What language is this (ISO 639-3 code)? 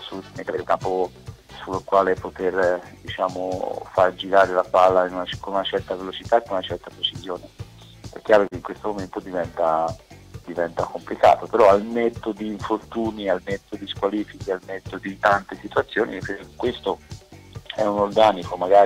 ita